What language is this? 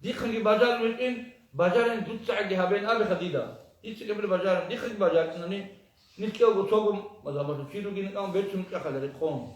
Avaric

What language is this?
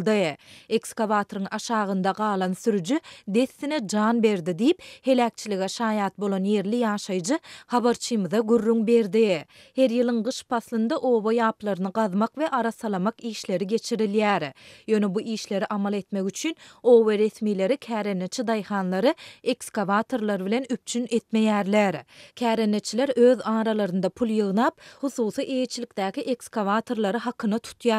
Turkmen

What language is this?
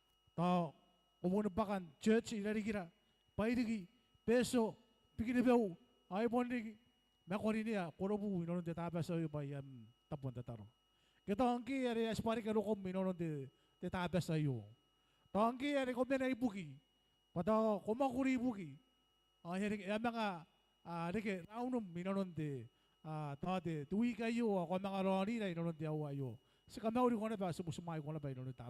Gilbertese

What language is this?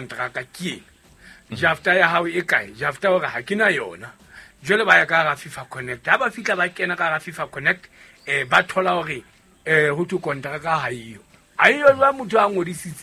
Southern Sotho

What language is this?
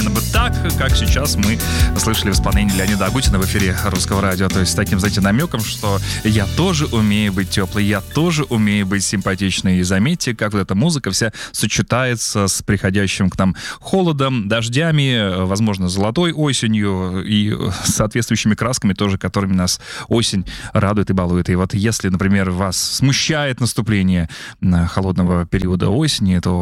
Russian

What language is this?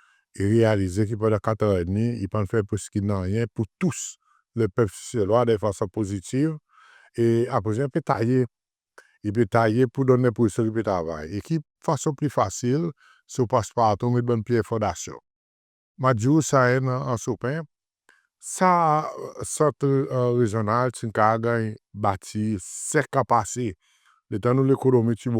Seselwa Creole French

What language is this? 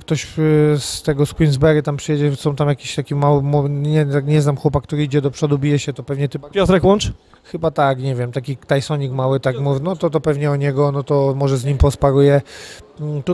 Polish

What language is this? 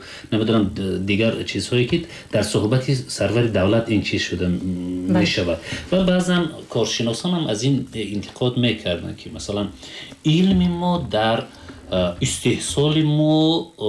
Tajik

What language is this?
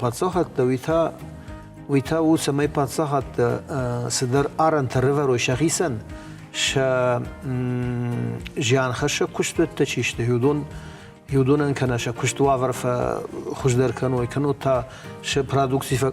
Ossetic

